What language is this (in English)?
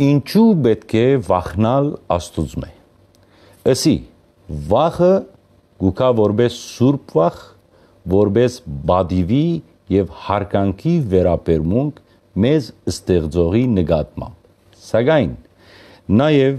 Western Armenian